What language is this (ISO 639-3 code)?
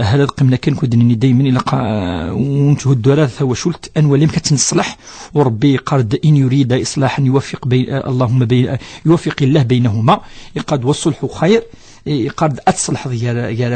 kab